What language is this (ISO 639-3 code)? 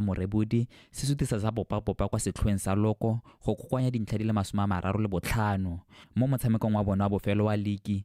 tsn